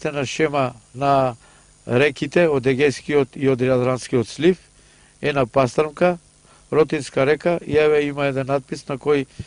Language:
Macedonian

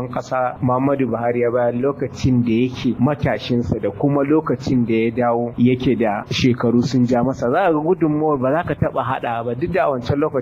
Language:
Hausa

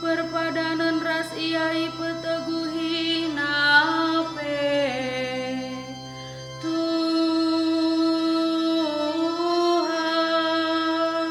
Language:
Batak Karo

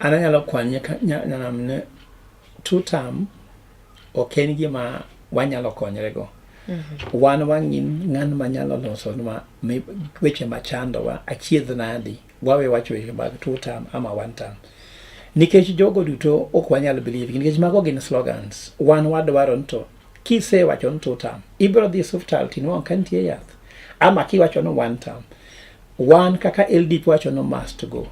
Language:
Luo (Kenya and Tanzania)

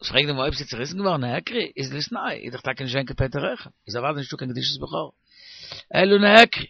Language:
Yiddish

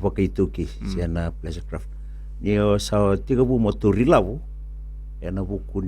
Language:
Fijian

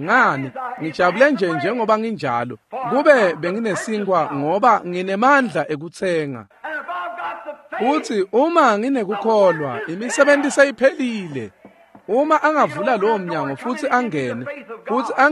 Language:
Swati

